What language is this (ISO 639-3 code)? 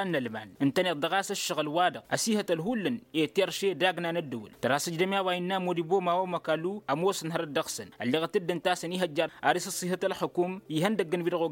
taq